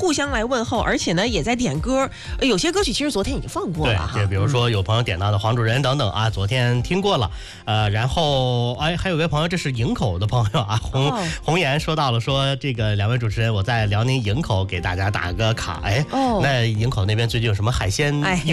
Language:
Chinese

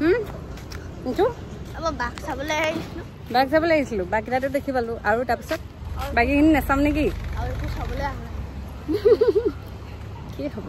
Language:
Assamese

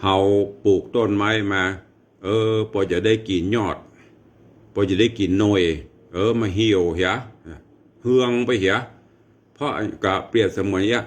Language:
Northern Thai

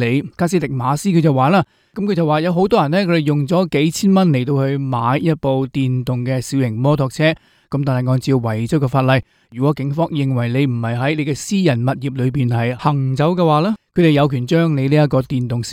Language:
Cantonese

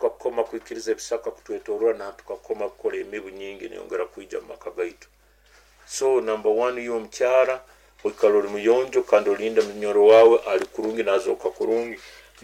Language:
Nyoro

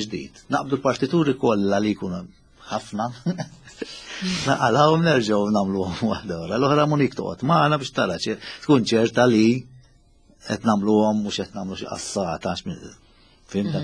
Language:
Maltese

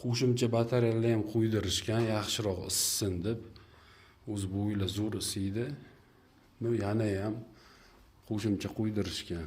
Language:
Uzbek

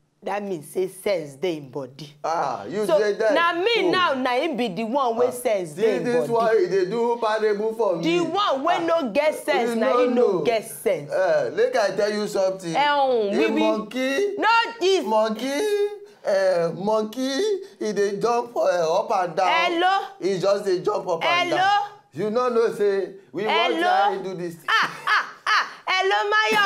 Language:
Nigerian Pidgin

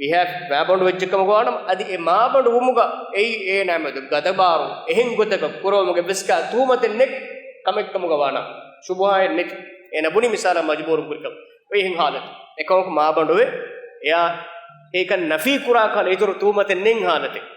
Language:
Divehi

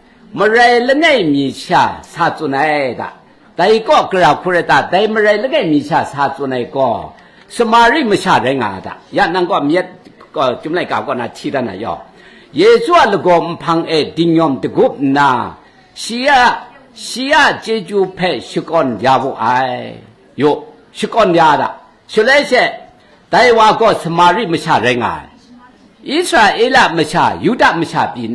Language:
Kachin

